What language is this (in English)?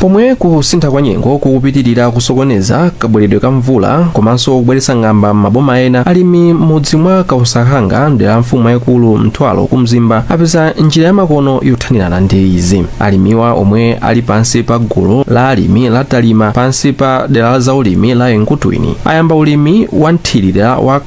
Nyanja